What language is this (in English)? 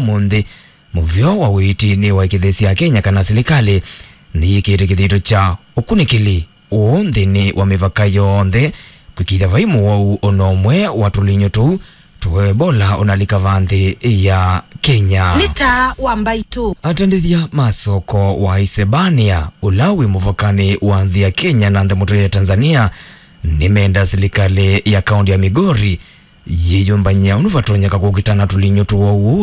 Kamba